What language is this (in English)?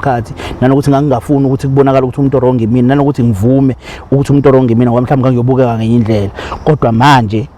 Zulu